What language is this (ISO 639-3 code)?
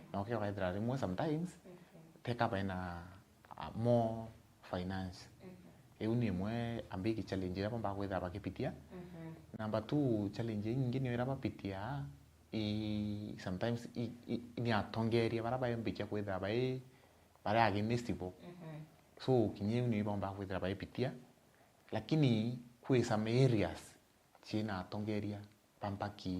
mer